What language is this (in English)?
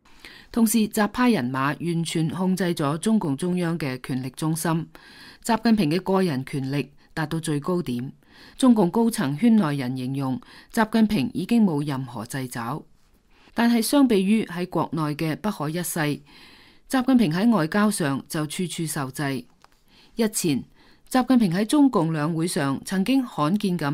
Cantonese